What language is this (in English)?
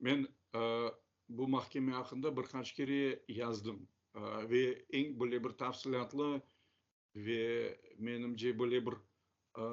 Crimean Tatar